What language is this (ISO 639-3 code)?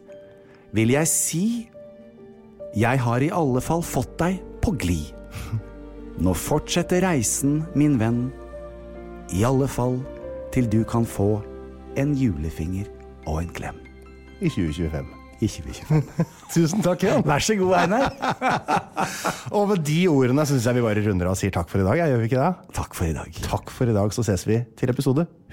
nor